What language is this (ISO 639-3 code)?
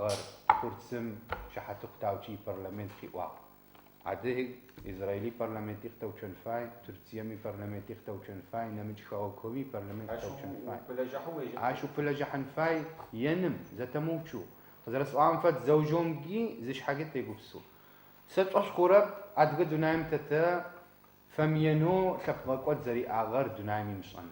ady